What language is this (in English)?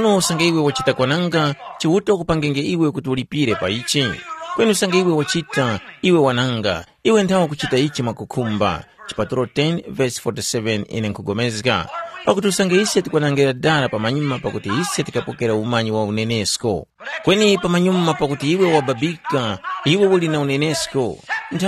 Tumbuka